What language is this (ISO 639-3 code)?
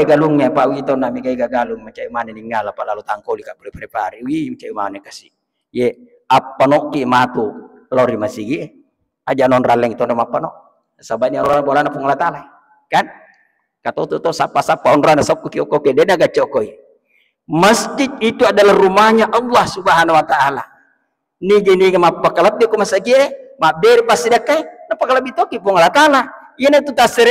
bug